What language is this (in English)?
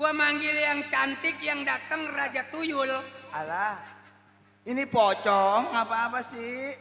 Betawi